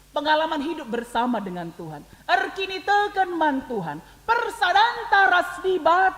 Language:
Batak Karo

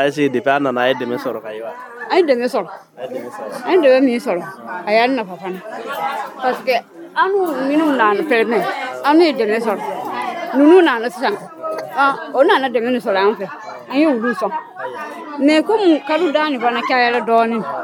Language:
Dyula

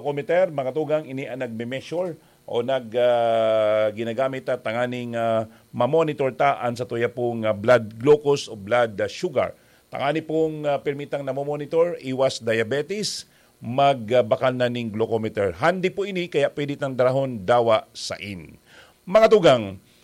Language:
Bikol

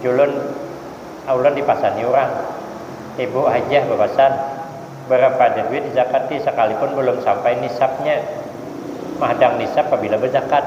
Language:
Banjar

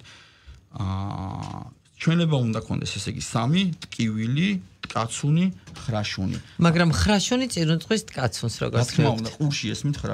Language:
Georgian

